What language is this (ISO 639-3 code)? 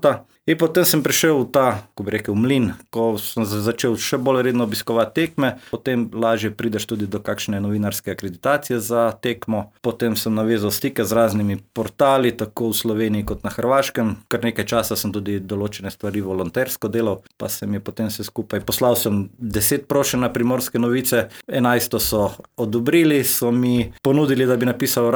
slv